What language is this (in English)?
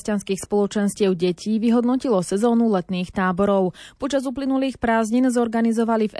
Slovak